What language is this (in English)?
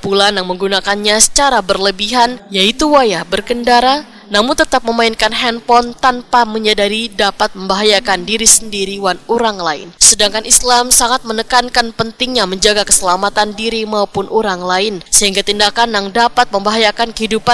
Banjar